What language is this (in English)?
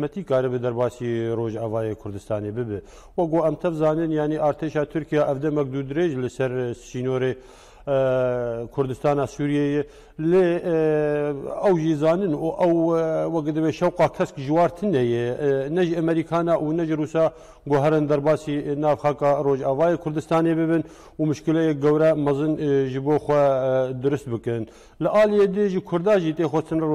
Kurdish